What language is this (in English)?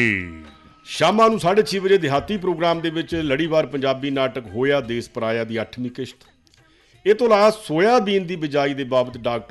Punjabi